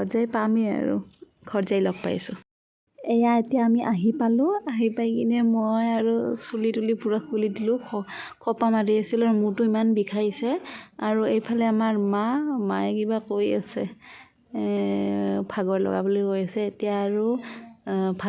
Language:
Assamese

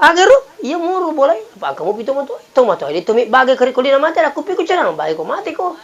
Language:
Buginese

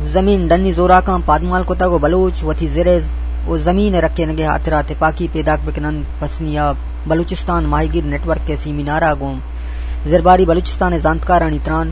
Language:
Eastern Balochi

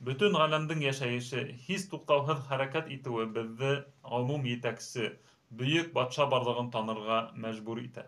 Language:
Bashkir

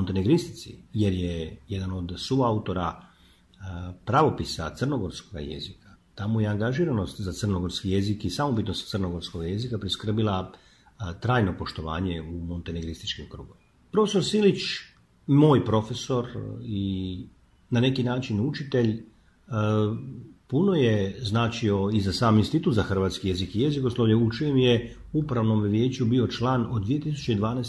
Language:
Croatian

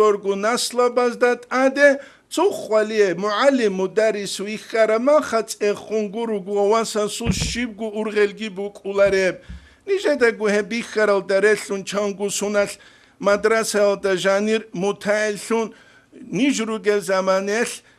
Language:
Avaric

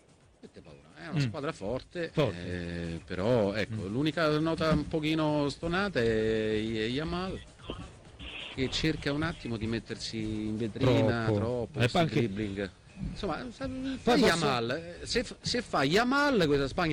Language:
Italian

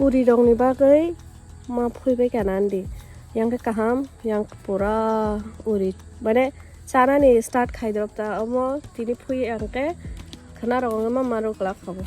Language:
Kok Borok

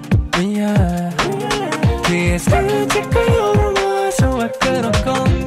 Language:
Japanese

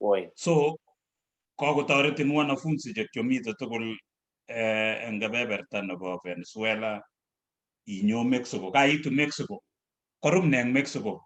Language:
Kalenjin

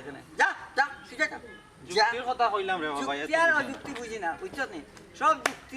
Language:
Sylheti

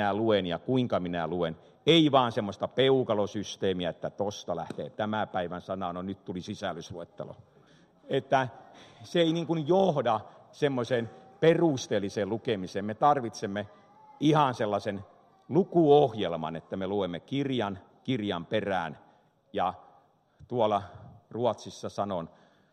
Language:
Finnish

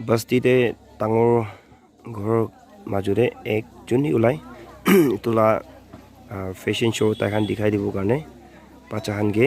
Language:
Naga Pidgin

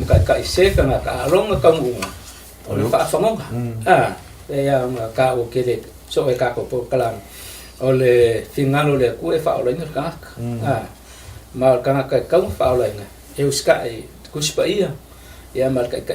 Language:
Samoan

